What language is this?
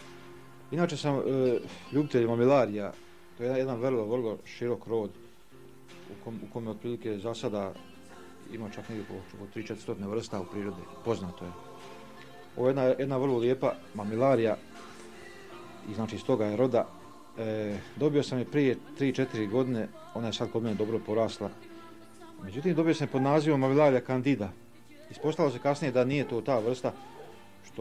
Croatian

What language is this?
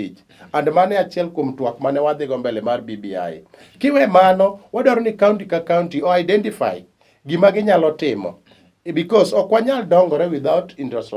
Luo (Kenya and Tanzania)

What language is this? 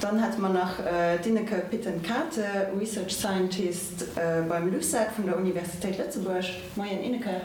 Luxembourgish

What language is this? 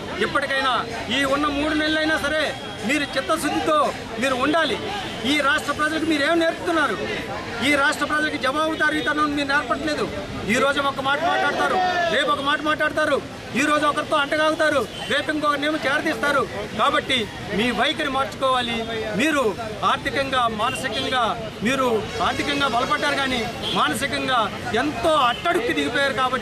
Telugu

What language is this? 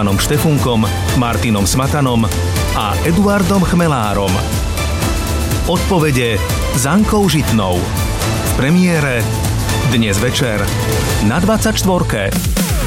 Slovak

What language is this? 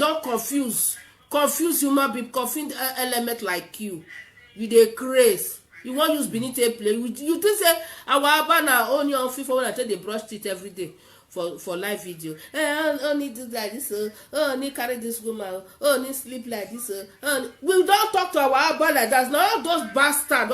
Nigerian Pidgin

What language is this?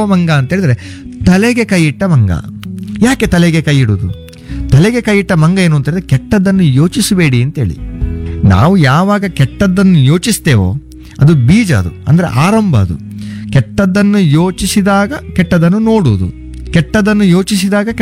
Kannada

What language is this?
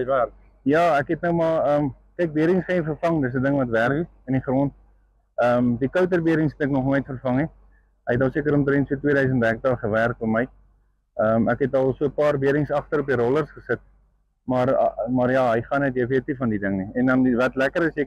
Afrikaans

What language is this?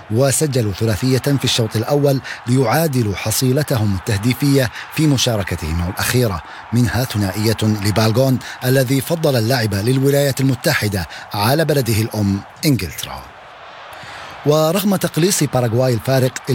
Arabic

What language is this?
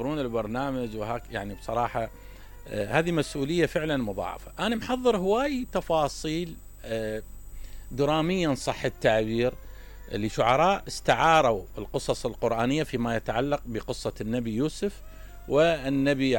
Mesopotamian Arabic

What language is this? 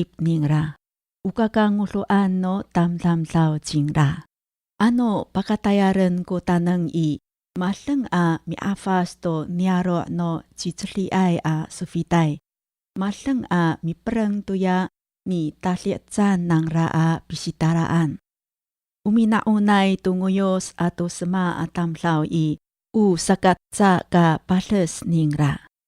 Amis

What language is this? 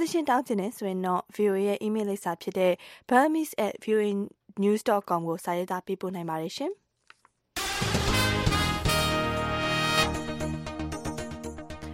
Burmese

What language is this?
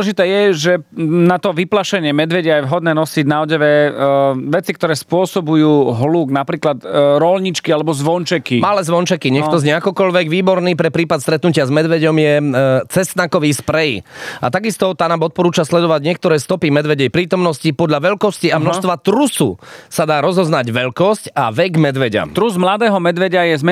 Slovak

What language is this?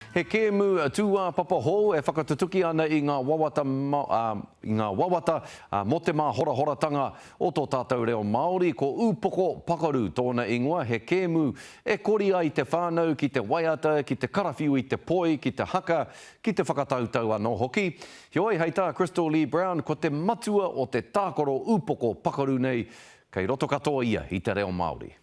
Māori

